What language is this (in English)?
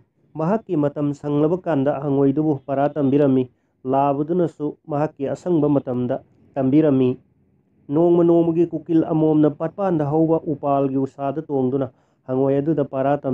Manipuri